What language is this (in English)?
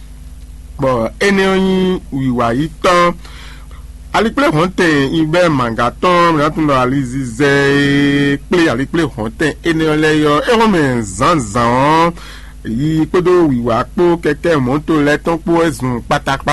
Fon